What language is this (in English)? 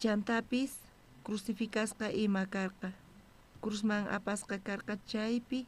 South Bolivian Quechua